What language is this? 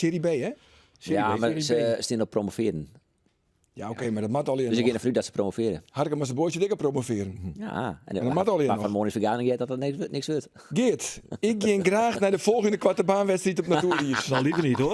Western Frisian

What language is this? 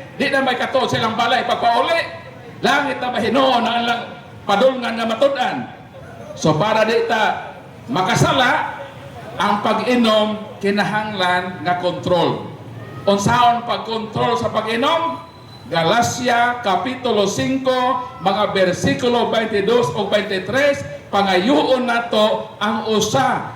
Cebuano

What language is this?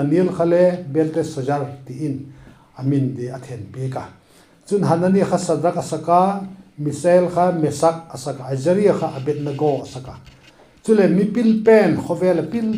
Vaiphei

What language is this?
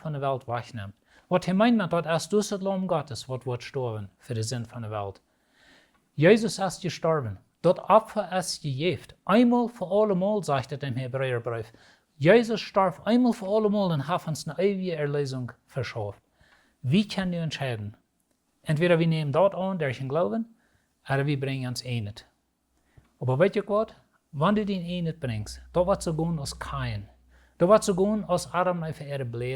Plautdietsch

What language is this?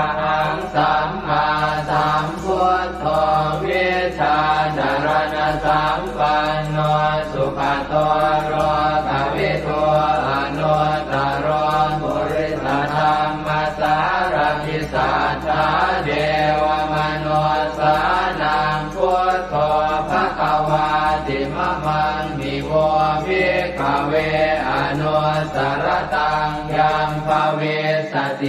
Pali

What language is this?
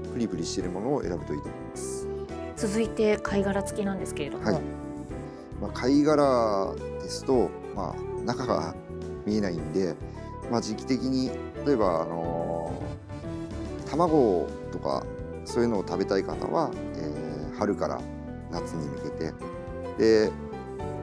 Japanese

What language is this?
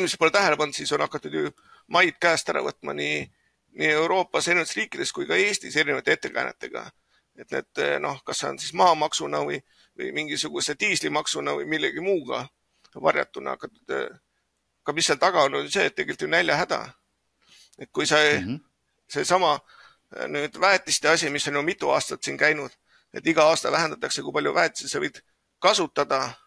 Estonian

